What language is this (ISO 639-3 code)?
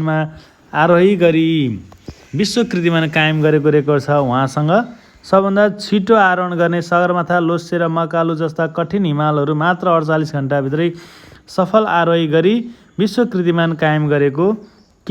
nep